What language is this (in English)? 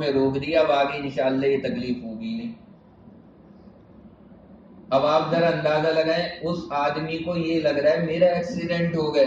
Urdu